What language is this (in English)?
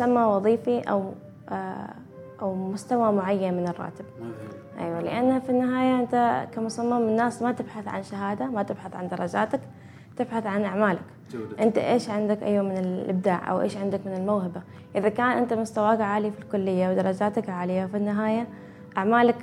Gulf Arabic